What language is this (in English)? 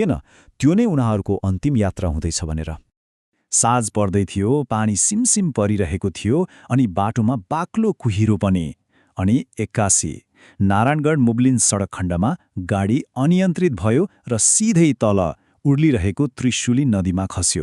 Nepali